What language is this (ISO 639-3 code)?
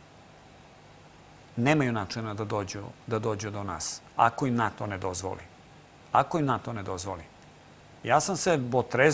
srp